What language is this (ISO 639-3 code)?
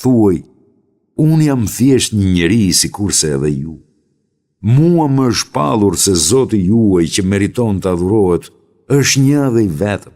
sqi